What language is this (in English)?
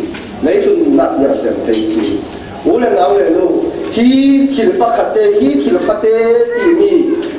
Falam Chin